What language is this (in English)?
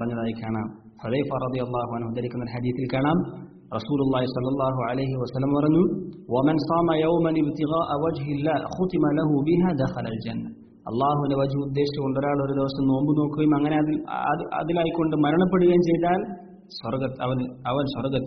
Malayalam